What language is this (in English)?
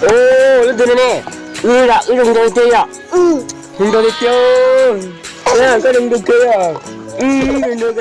Hmong